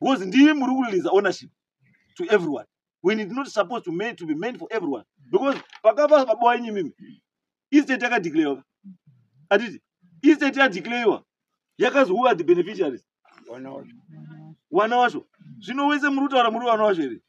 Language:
Shona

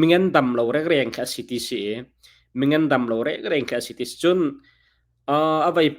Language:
Hakha Chin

